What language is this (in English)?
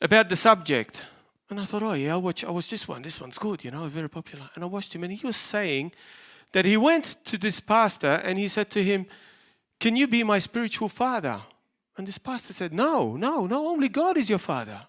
English